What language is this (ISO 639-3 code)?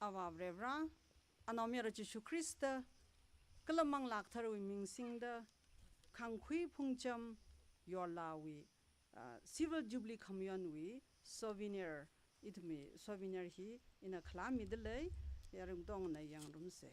nmf